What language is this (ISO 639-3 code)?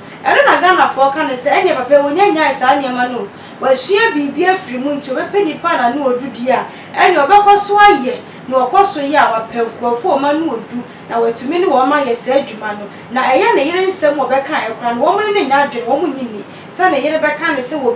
aka